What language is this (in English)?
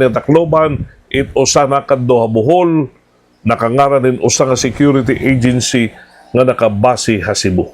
Waray